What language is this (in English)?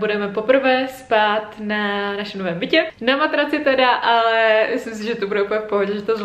Czech